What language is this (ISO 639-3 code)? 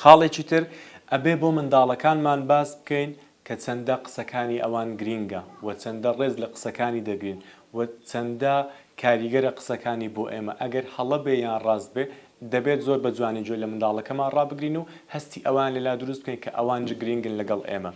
ckb